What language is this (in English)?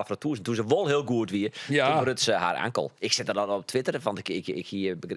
Western Frisian